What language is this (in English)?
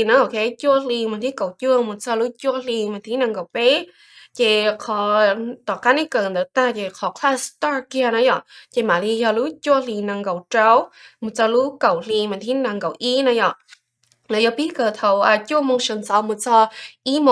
Hmong